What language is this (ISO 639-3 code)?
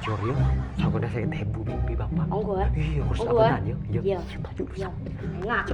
mad